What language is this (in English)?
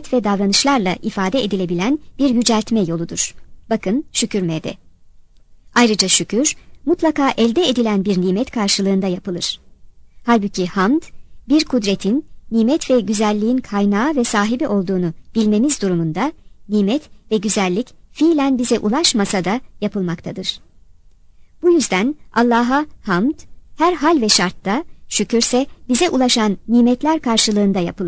Turkish